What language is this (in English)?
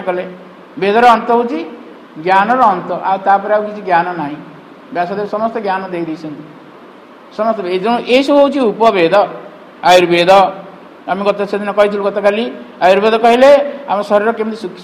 Odia